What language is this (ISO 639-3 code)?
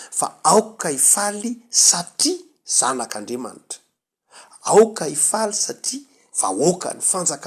mlg